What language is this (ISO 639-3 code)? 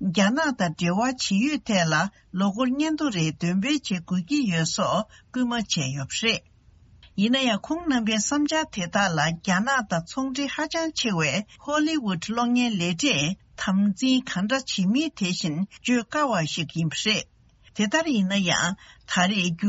bod